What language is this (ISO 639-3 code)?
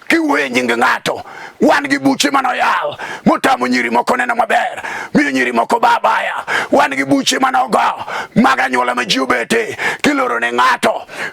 luo